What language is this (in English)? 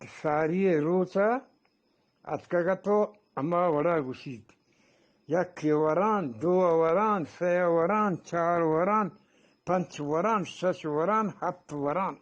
Eastern Balochi